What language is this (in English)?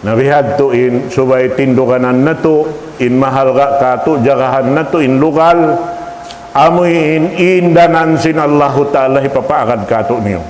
Tausug